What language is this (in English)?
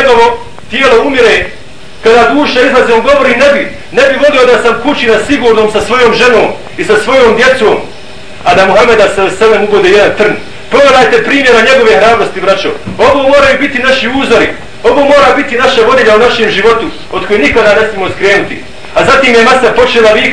Bosnian